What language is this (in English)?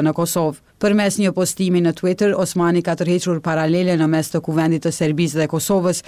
Albanian